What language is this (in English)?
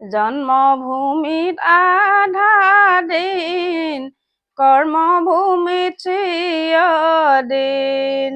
Assamese